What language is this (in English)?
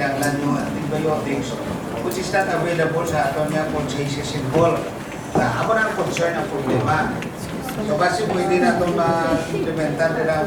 Hiligaynon